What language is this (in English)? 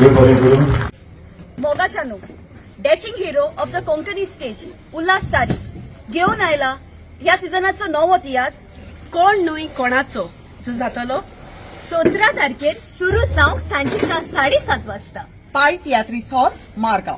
Konkani